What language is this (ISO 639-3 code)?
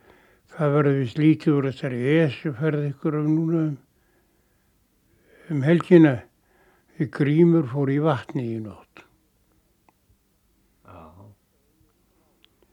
isl